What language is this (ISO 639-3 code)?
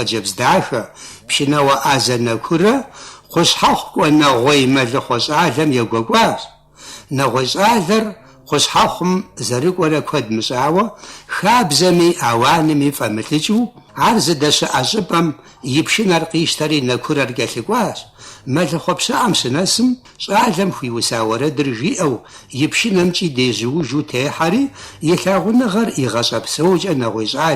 kbd